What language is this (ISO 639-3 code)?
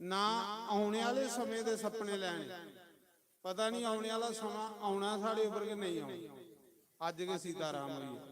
doi